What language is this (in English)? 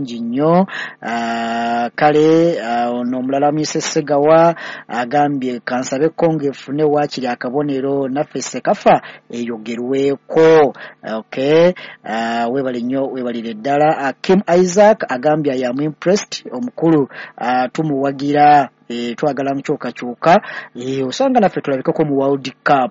Ganda